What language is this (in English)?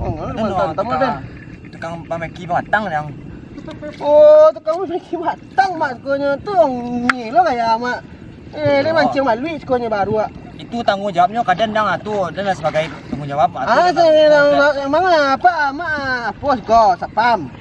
Minangkabau